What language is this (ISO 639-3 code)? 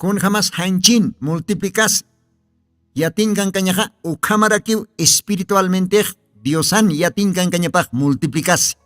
aym